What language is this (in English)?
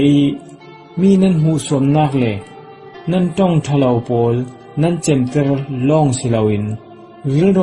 Falam Chin